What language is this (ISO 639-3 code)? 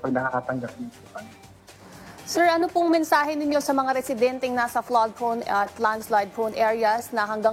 fil